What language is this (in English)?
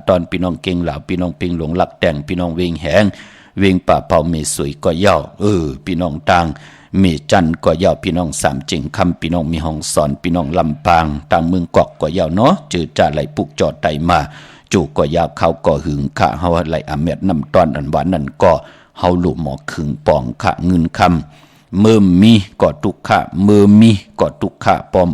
Shan